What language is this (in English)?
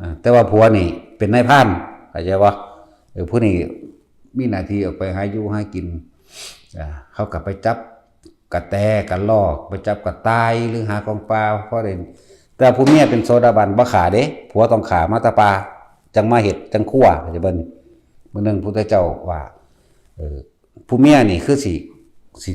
Northeastern Thai